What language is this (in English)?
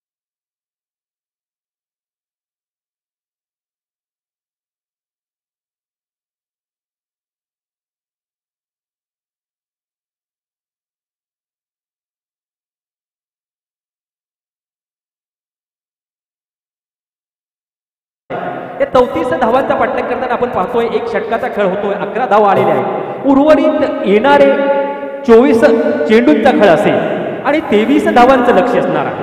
Marathi